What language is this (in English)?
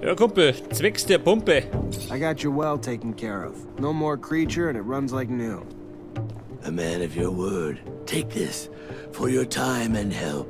Bavarian